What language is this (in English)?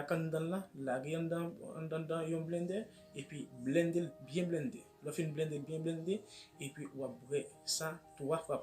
Haitian Creole